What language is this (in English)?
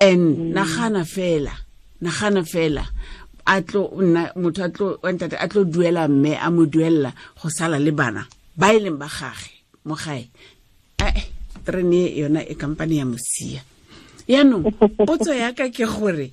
Tswana